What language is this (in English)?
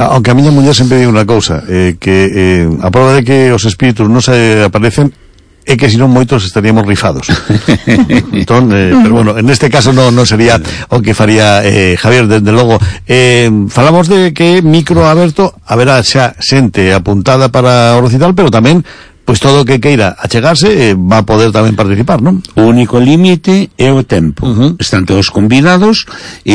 Galician